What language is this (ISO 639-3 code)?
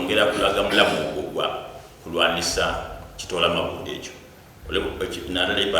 xog